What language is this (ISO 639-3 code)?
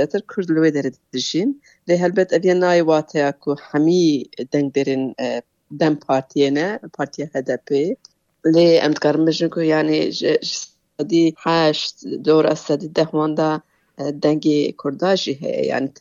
kur